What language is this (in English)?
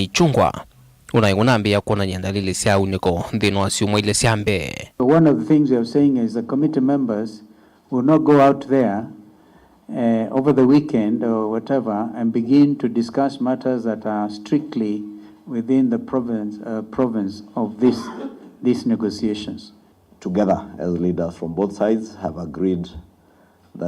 Kamba